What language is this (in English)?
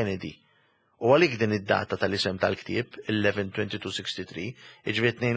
Maltese